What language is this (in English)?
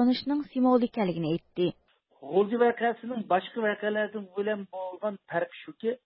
Uyghur